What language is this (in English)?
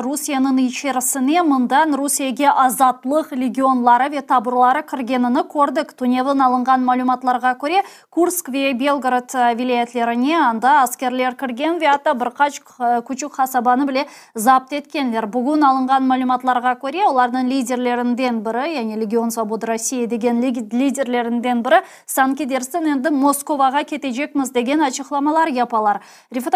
Crimean Tatar